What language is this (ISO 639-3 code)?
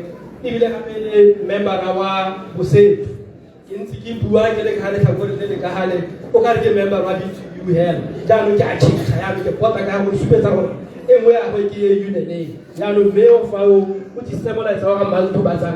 tsn